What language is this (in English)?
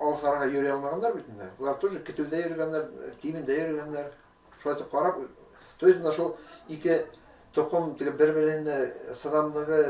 Bashkir